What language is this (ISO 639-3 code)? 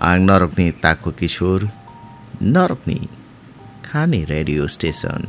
trp